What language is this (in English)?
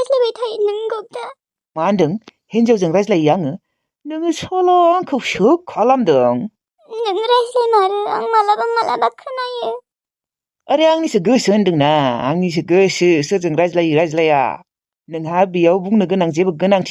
Bodo